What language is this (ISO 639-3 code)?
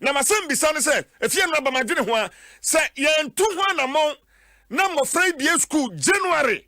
aka